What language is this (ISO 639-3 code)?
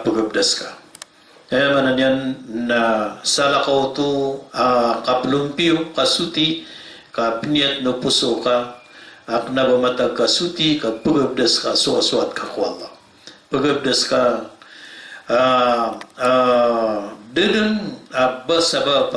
mrw